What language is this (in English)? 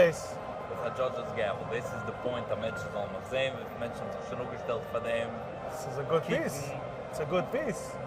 Yiddish